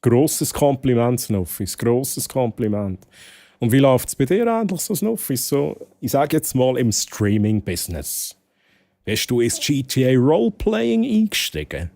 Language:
Swiss German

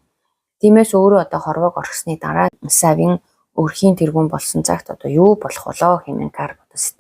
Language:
Mongolian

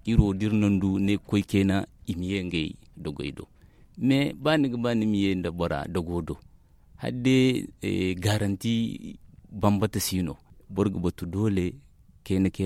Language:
Zarma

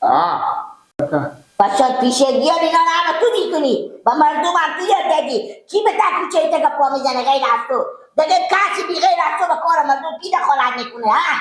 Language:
Persian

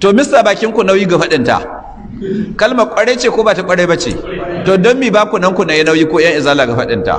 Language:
Hausa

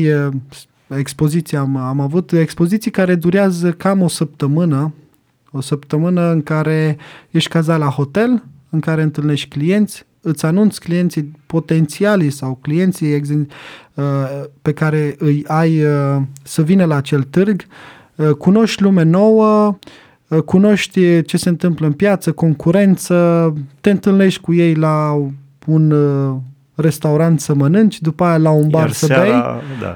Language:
Romanian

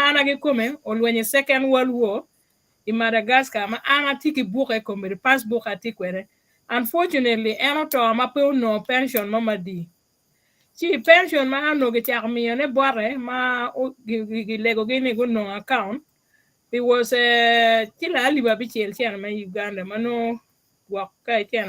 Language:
Acoli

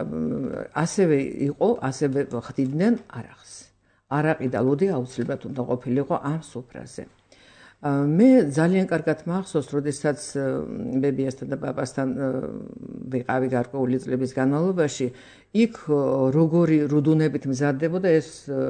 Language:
Georgian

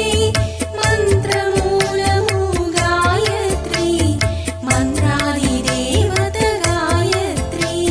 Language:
Telugu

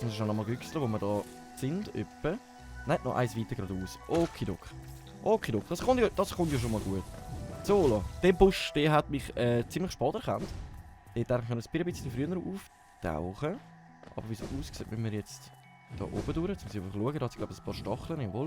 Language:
Swiss German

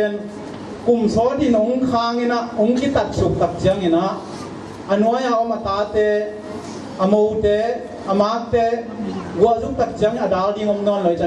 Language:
Tedim Chin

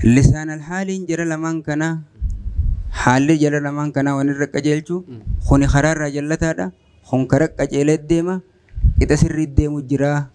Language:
Oromo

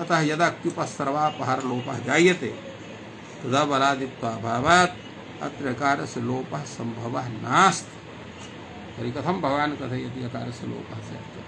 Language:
Sanskrit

